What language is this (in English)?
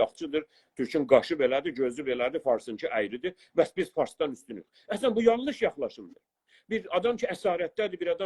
South Azerbaijani